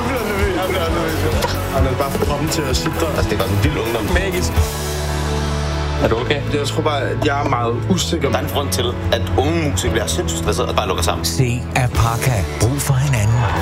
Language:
Danish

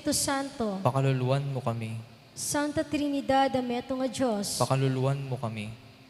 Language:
Pampanga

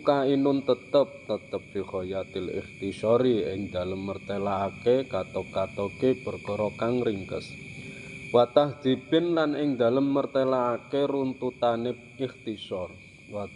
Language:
Javanese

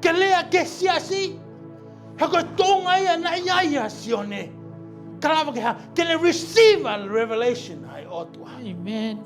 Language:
Tongan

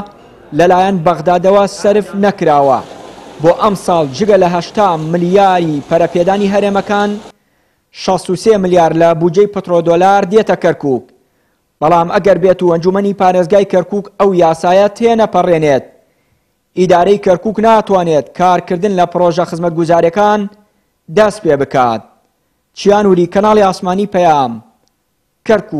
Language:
Central Kurdish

